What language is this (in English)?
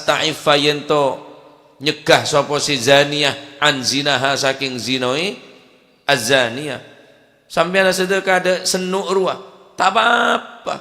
Madurese